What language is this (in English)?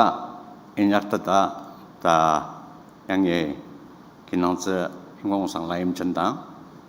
Ao Naga